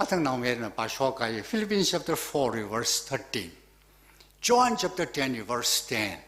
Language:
Tangkhul Naga (India)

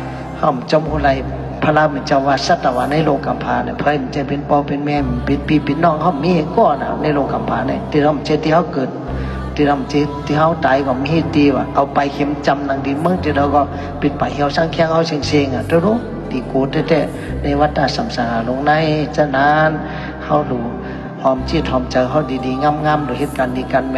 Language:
Shan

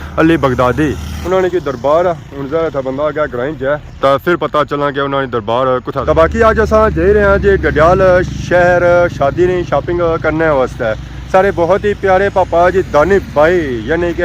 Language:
Pahari-Potwari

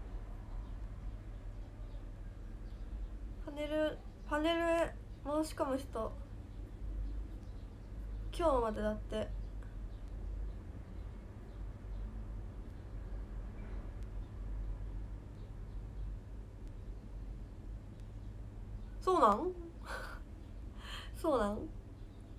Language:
Japanese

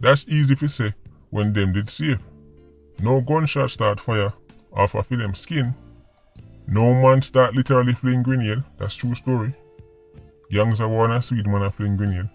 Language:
Jamaican Creole English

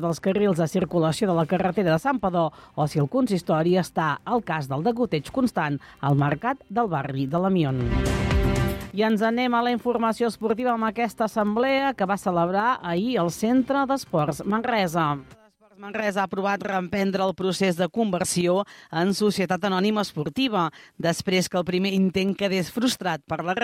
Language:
Catalan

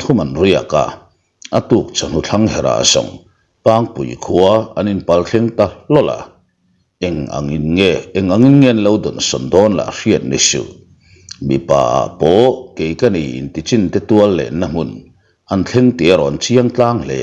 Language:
Mizo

